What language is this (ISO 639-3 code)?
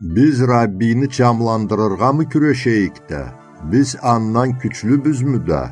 krc